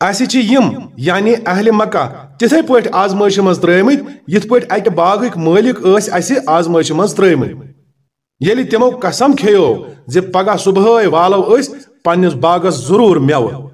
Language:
Kashmiri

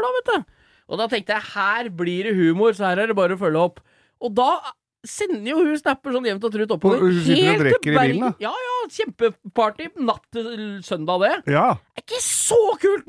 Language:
Norwegian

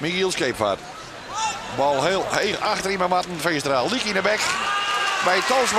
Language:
Western Frisian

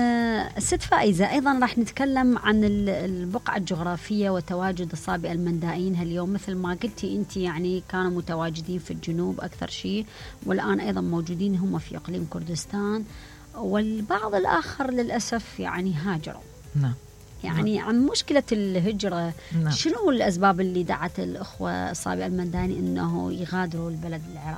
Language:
Mesopotamian Arabic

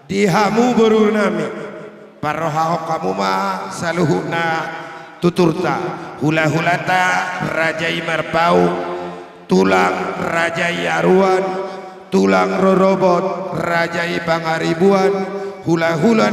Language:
Batak Toba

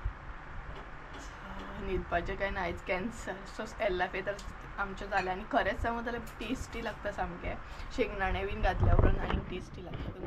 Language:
Konkani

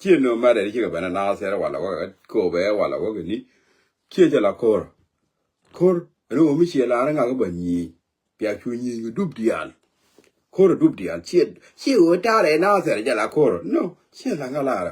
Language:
Nuer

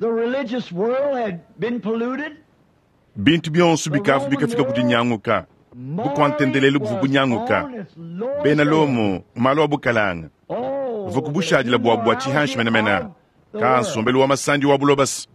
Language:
Luba-Lulua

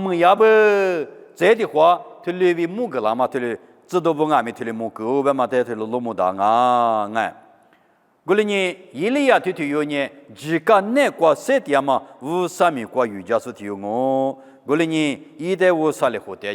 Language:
Lisu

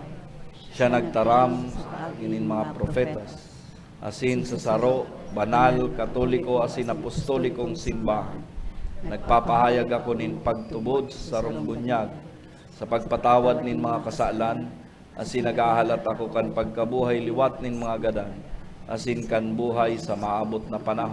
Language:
Bikol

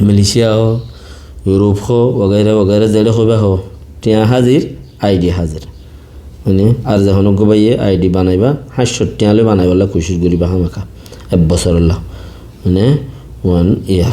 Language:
Rohingya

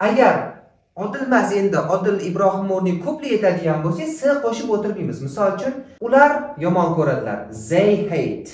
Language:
Uzbek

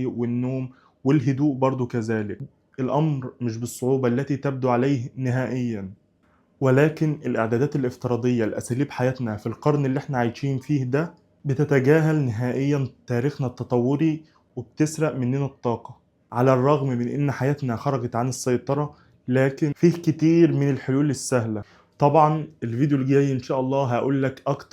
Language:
Egyptian Arabic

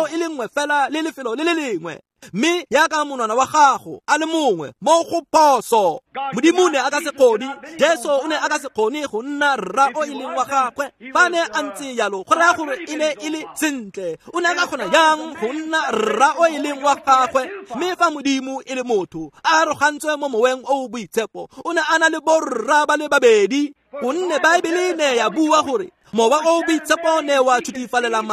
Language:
Tswana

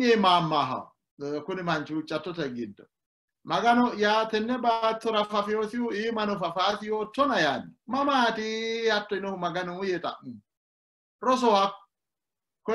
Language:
Sidamo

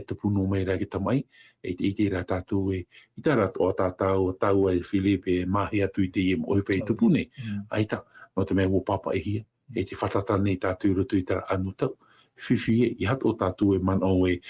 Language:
Tahitian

